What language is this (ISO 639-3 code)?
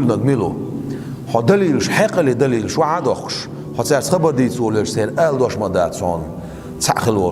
che